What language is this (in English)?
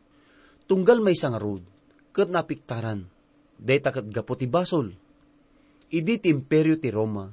Iloko